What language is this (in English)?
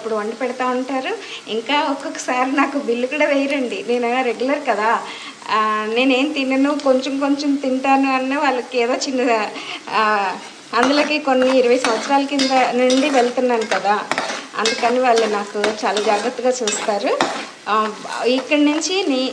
Telugu